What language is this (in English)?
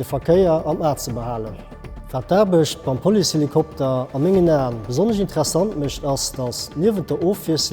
Luxembourgish